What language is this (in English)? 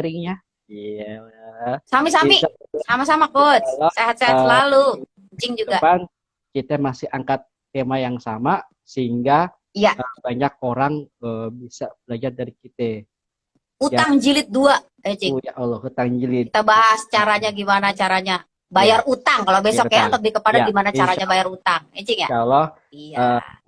Betawi